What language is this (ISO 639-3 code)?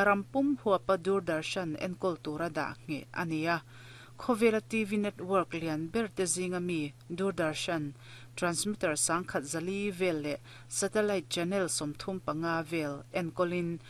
lus